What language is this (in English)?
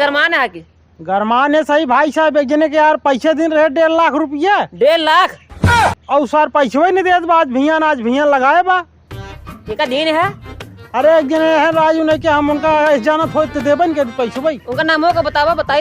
Awadhi